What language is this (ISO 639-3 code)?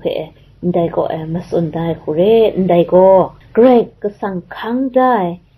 kac